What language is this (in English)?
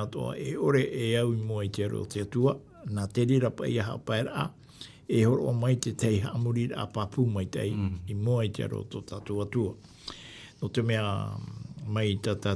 Tahitian